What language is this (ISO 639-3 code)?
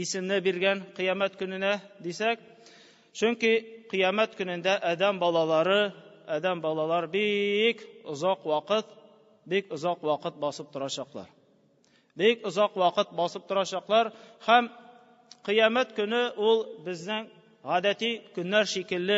tat